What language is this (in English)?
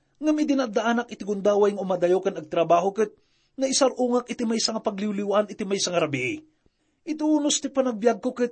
Iloko